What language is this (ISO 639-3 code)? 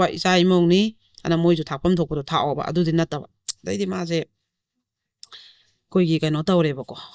mni